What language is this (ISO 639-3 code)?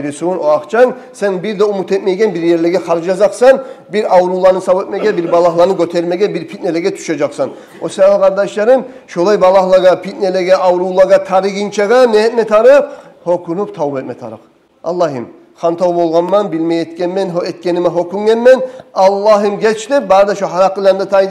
kum